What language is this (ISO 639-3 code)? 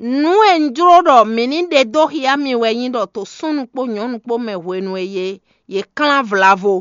fon